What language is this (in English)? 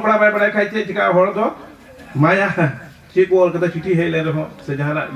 Santali